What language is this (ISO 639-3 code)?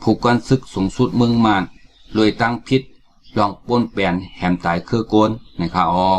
shn